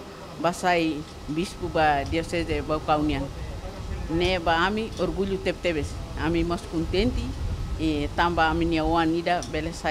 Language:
Tetum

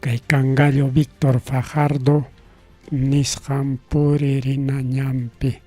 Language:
Ayacucho Quechua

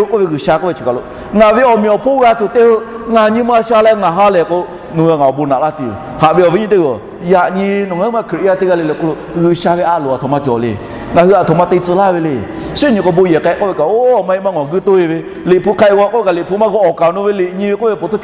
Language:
Lahu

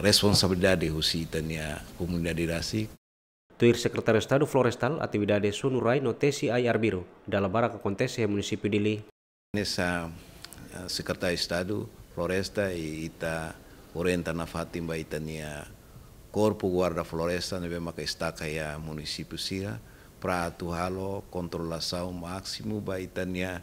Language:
Tetum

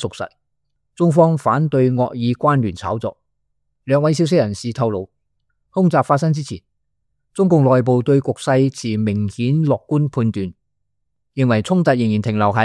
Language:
Cantonese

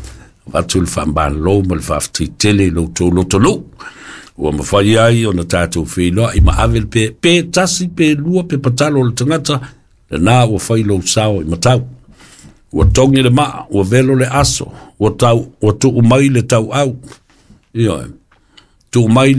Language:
Samoan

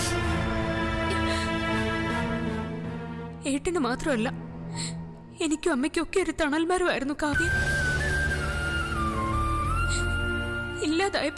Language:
Malayalam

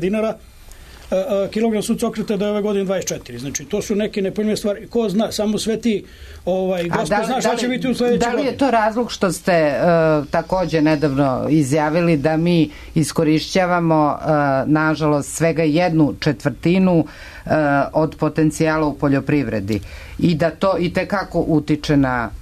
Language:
Serbian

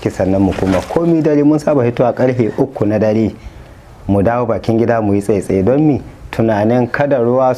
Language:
Hausa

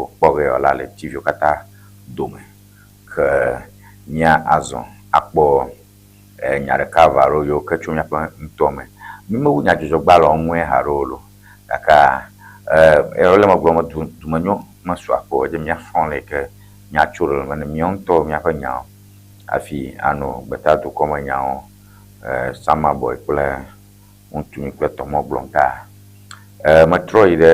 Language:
Ewe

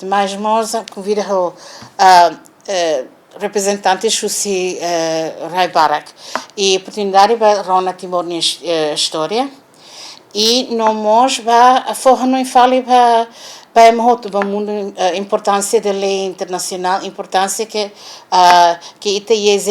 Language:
Tetum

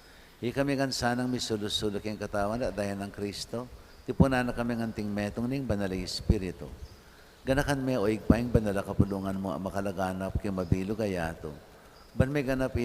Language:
Pampanga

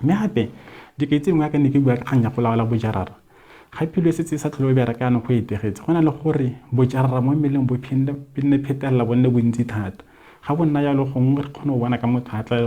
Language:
Tswana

